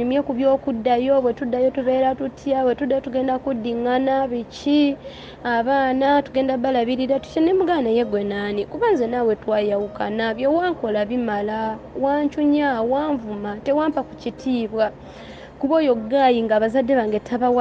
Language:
Ganda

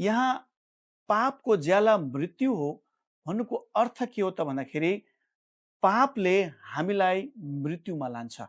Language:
Nepali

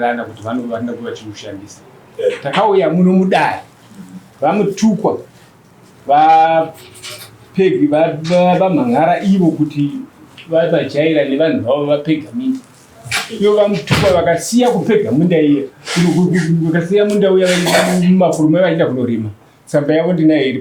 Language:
Shona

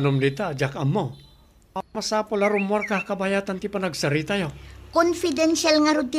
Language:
Iloko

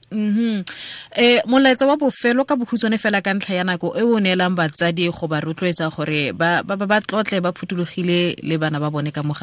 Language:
Tswana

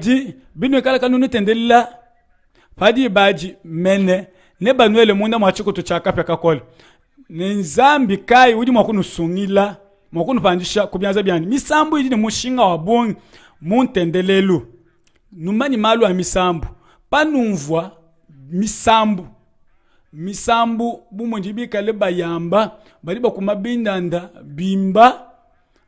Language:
Luba-Lulua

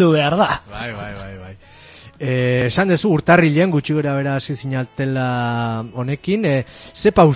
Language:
Basque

